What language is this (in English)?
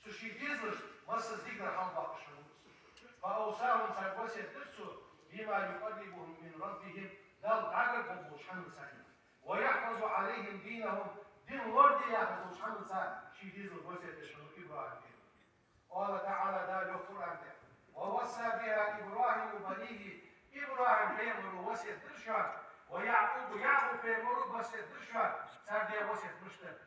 Ingush